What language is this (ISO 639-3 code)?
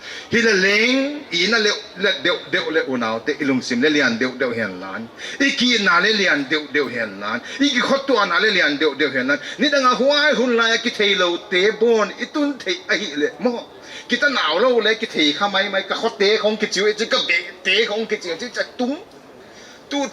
pck